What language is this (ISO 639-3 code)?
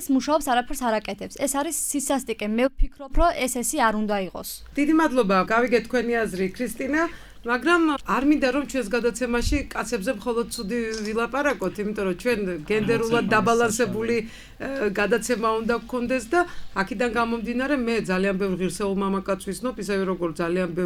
kat